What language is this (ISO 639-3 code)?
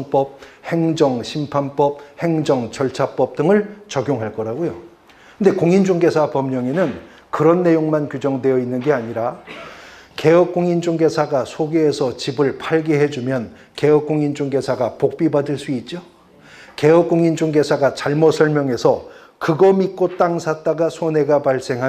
kor